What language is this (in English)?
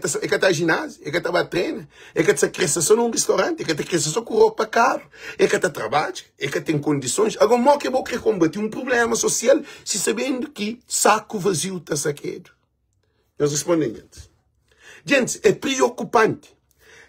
Kabuverdianu